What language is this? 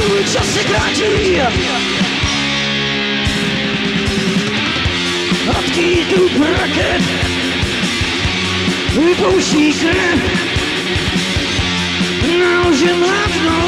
Czech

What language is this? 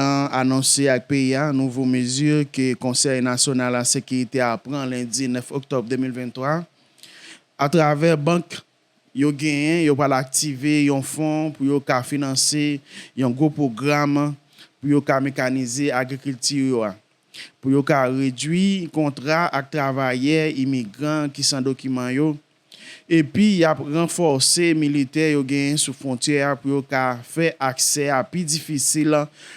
Haitian Creole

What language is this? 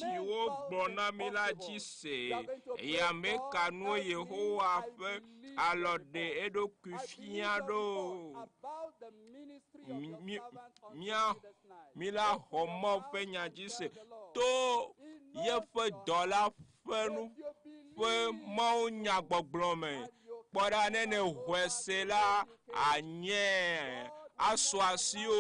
Ewe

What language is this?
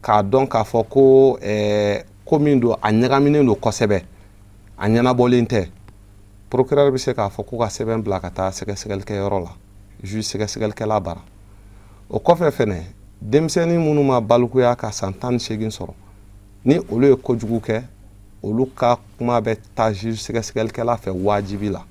Bambara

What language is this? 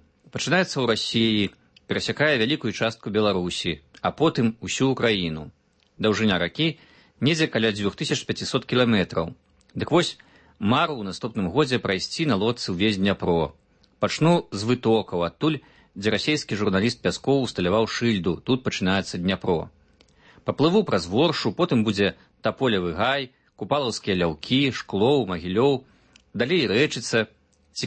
Belarusian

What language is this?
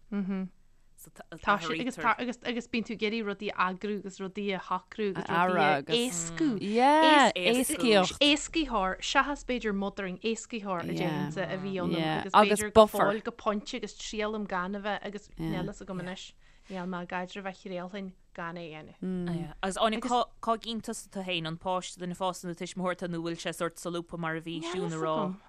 Irish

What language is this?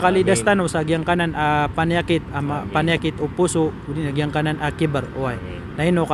Maranao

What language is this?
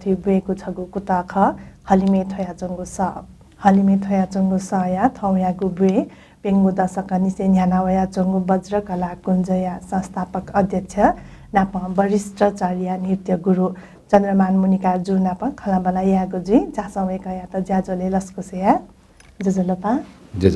Newari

